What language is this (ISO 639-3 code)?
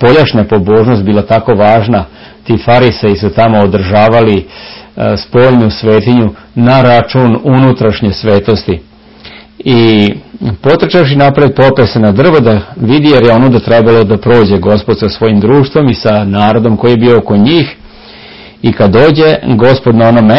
srp